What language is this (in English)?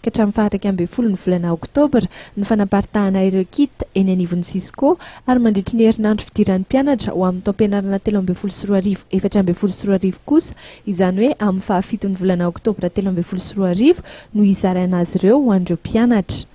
Malagasy